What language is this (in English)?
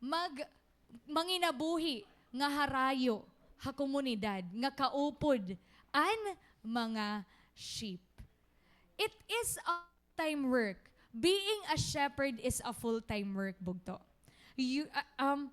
Waray